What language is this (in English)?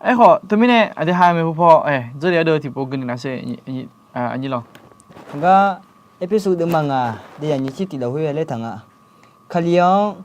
Akha